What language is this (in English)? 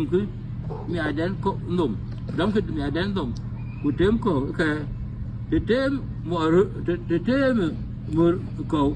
Dinka